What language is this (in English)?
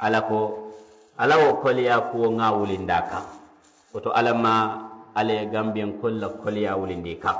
Mandingo